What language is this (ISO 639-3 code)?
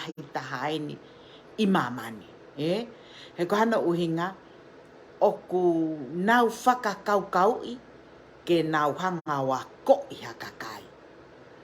ton